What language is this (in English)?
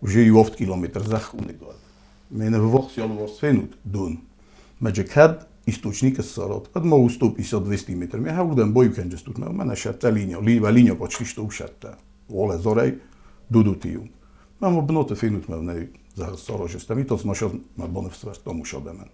Ossetic